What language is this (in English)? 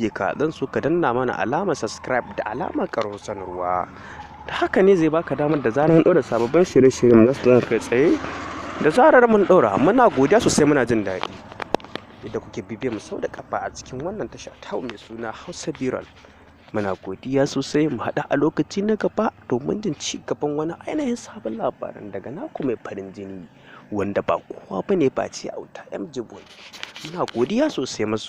Hausa